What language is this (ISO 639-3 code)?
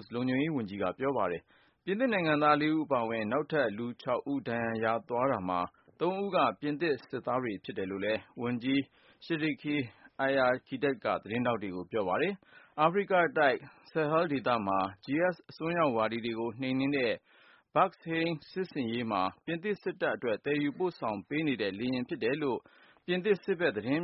mya